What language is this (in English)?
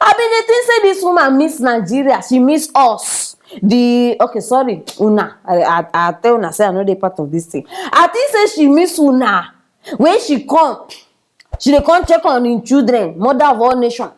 Nigerian Pidgin